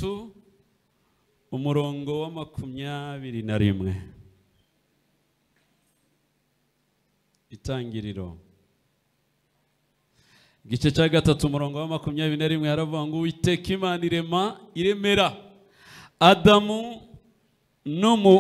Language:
Kinyarwanda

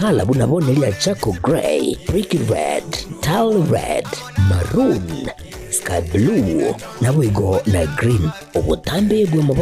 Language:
Gusii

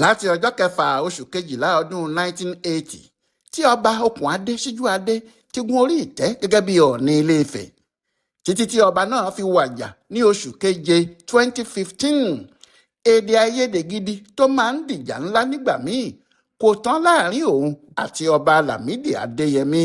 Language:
Yoruba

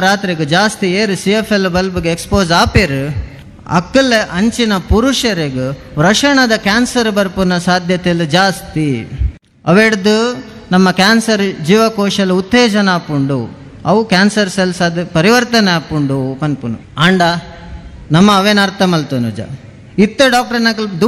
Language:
Tulu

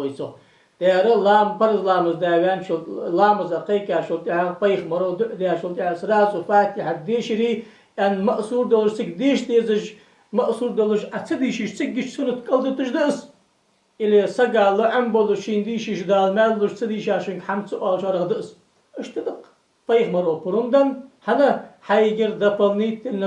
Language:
Ingush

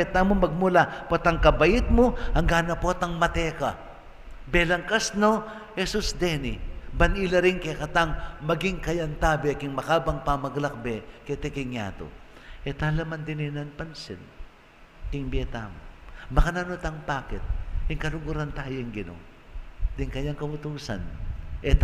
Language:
Pampanga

